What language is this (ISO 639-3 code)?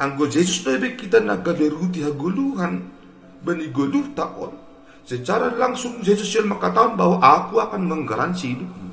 bts